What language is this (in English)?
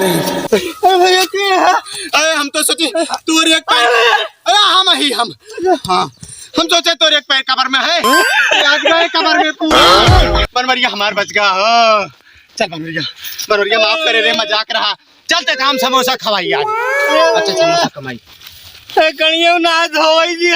Awadhi